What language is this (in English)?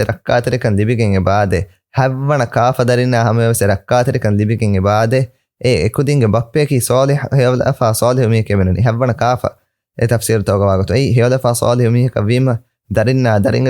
Divehi